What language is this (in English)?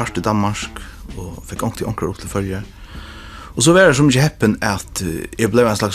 Faroese